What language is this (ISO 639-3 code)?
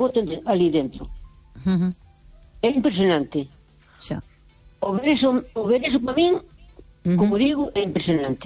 glg